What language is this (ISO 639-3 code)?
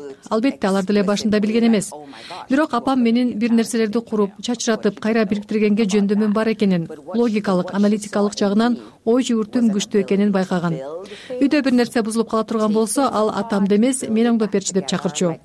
kir